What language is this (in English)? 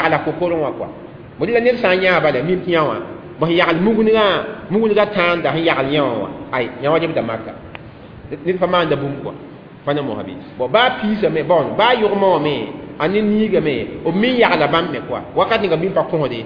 Mossi